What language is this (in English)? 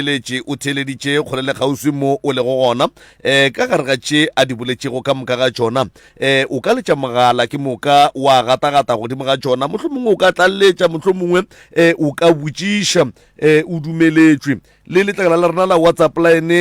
Northern Sotho